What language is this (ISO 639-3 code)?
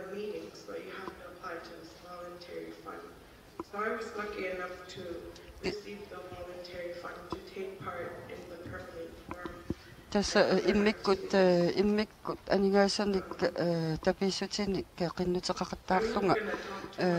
kal